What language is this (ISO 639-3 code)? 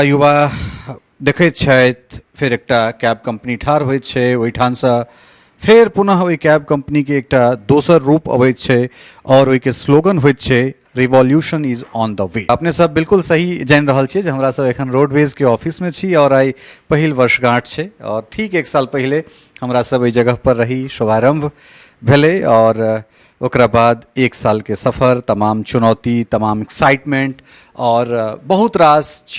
mai